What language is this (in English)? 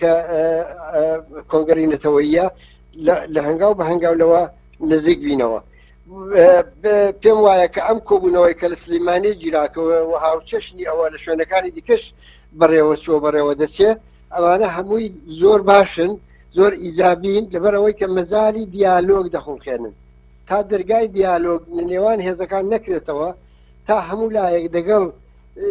Central Kurdish